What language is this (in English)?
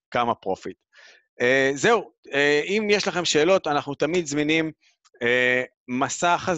Hebrew